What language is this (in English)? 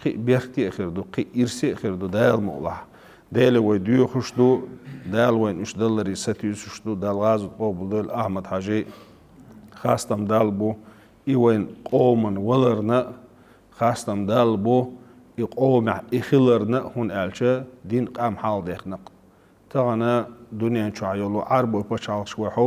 Chechen